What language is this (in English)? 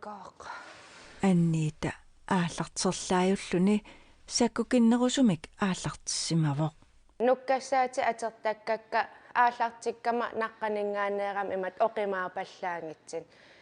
Kalaallisut